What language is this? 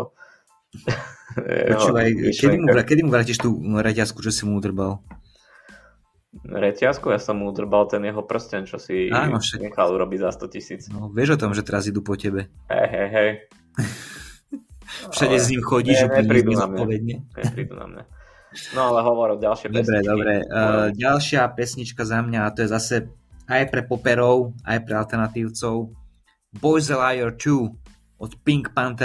Slovak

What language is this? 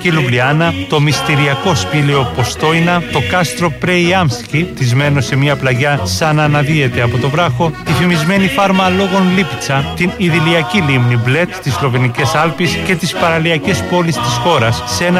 Greek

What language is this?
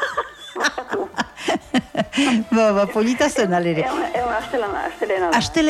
Basque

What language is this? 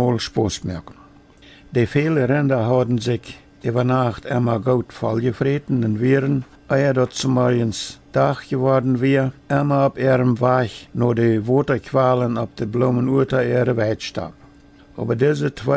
Plautdietsch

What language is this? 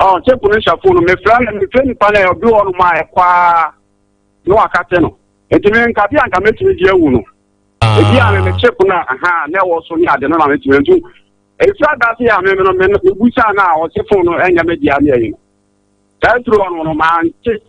Akan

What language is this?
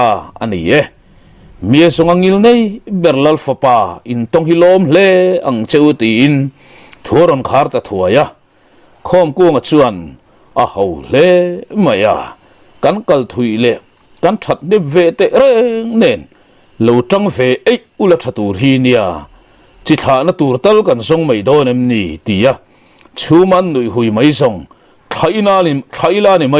Mizo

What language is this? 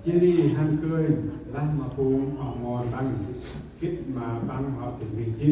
Central Mnong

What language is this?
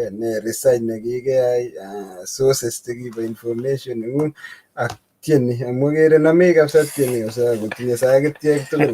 Kalenjin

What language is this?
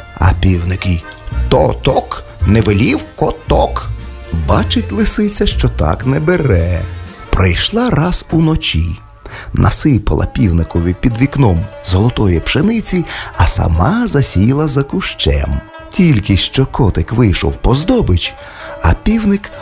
Ukrainian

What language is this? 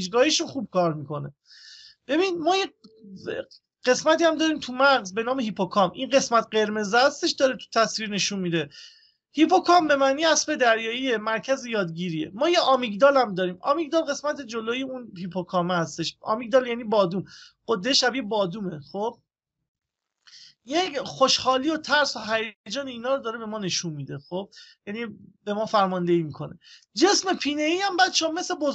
Persian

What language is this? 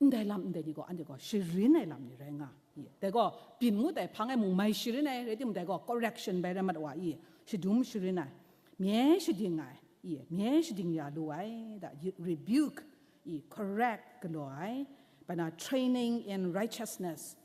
Kachin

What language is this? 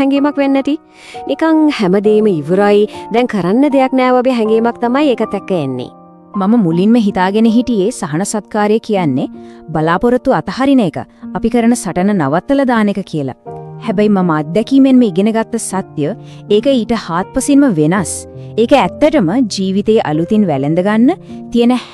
Sinhala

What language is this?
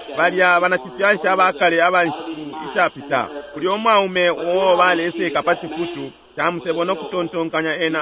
Bemba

